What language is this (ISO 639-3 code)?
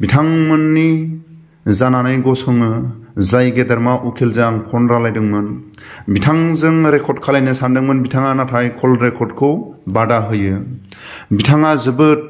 brx